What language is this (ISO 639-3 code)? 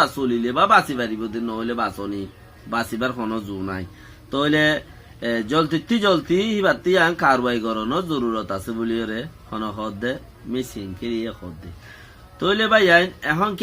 rhg